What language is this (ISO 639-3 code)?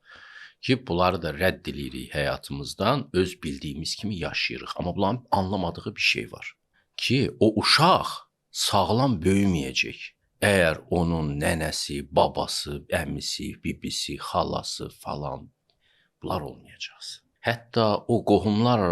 aze